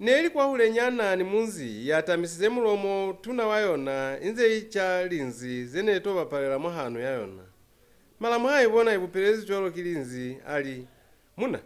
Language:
Lozi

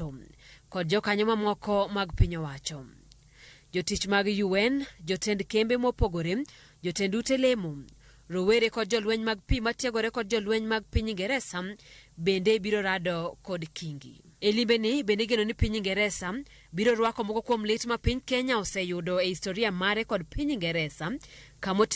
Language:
Luo (Kenya and Tanzania)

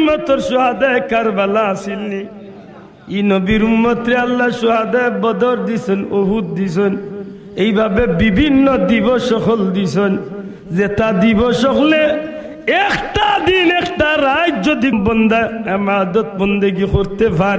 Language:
Sylheti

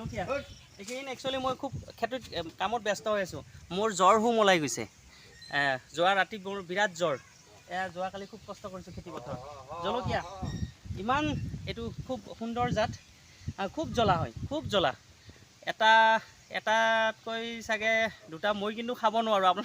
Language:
Assamese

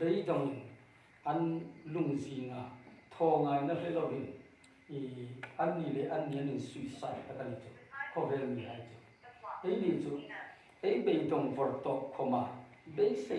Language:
Hmar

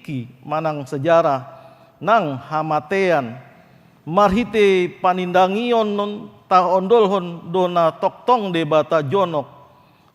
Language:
Batak Toba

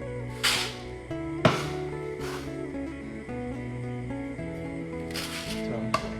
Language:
Lao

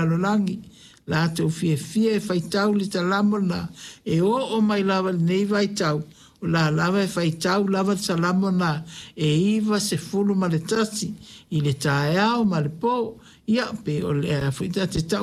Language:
Samoan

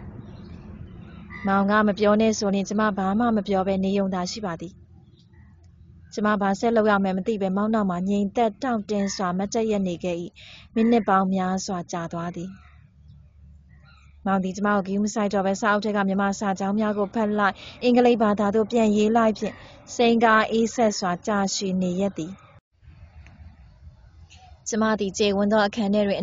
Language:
Burmese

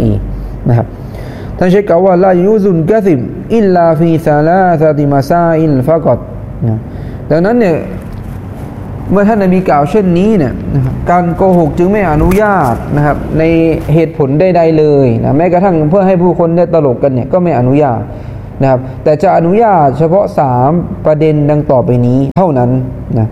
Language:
Thai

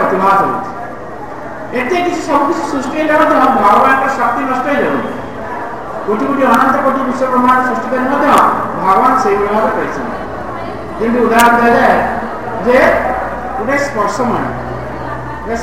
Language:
Odia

